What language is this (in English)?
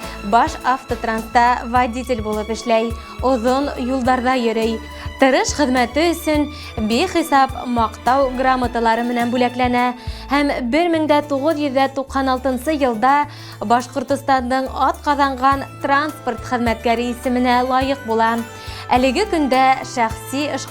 Bashkir